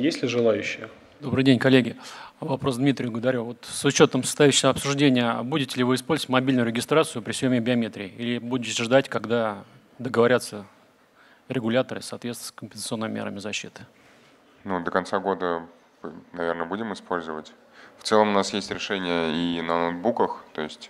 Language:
Russian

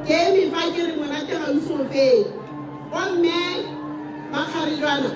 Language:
Tswana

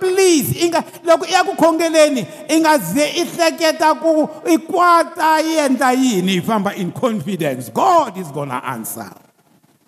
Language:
Tsonga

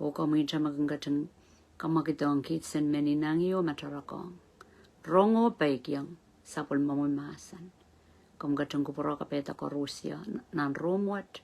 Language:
Pohnpeian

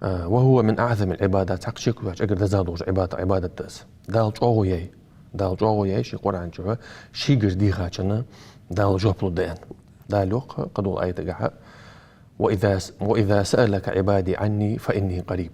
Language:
Ingush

